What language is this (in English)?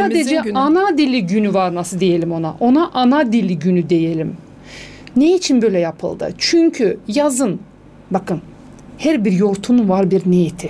Gagauz